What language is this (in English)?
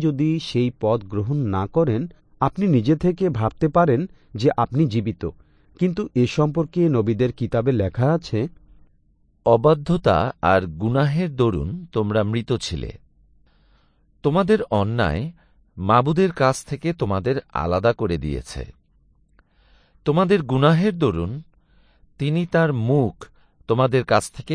Bangla